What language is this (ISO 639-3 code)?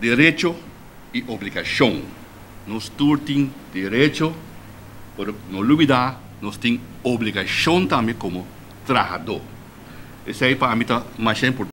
pap